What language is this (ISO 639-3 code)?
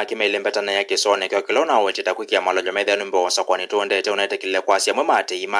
kam